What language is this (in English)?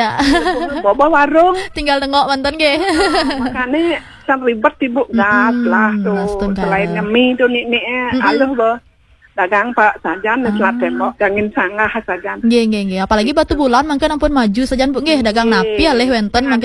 Balinese